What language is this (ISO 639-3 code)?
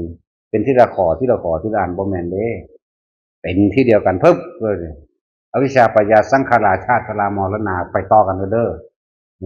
tts